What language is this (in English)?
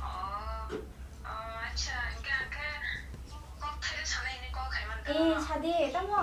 Kok Borok